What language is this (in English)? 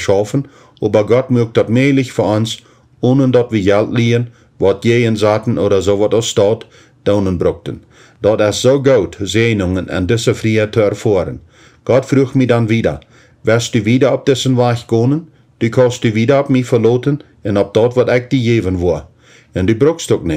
Plautdietsch